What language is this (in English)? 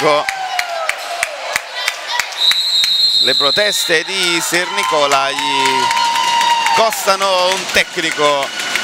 Italian